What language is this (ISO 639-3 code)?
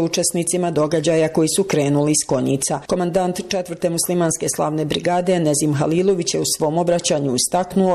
bos